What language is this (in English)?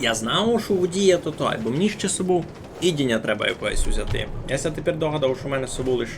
Rusyn